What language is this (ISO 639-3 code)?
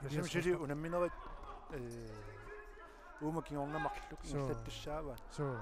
kal